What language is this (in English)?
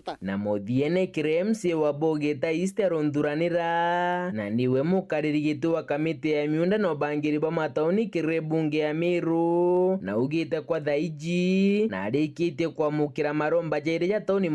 Meru